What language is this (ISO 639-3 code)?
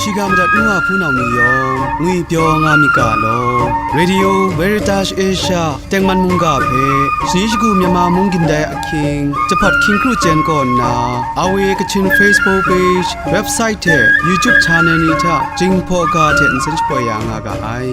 kac